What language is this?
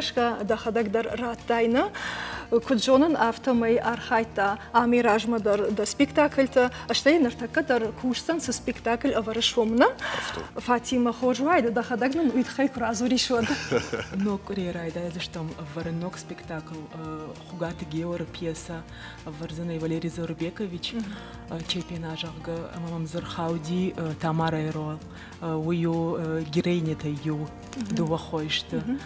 Ossetic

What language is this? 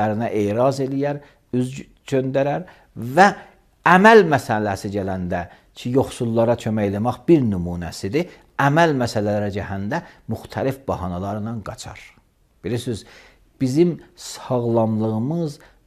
Azerbaijani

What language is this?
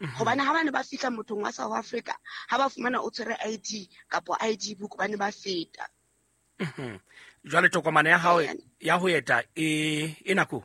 Southern Sotho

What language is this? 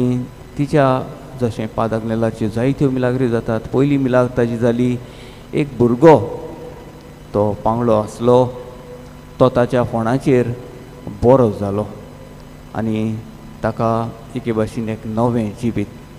Konkani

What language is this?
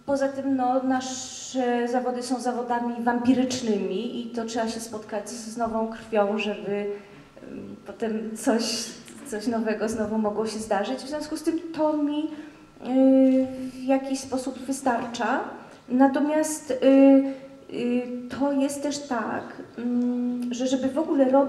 Polish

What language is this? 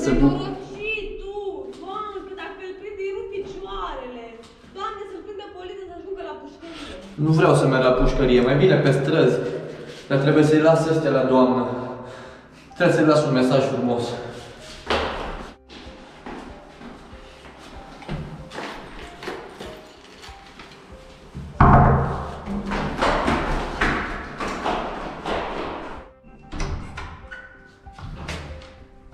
Romanian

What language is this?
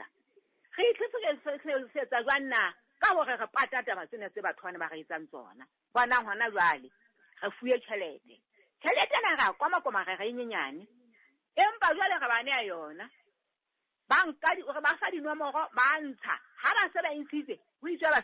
Southern Sotho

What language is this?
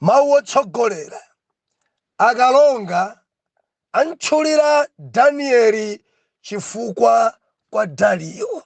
Nyanja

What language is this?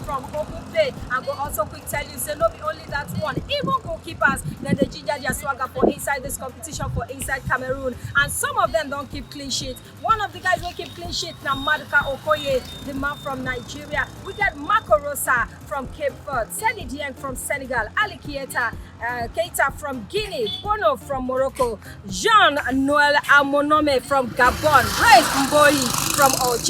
Nigerian Pidgin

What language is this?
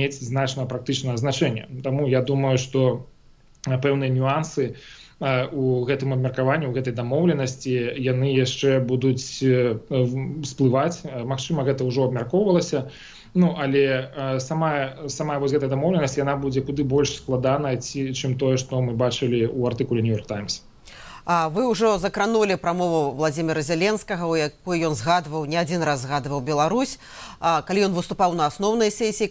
Belarusian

